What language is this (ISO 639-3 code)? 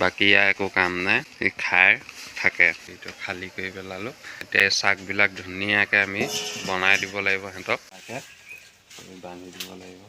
asm